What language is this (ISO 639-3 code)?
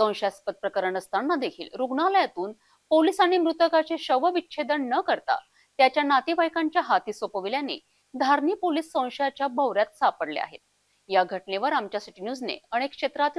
mar